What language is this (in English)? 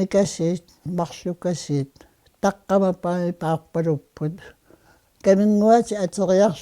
Kalaallisut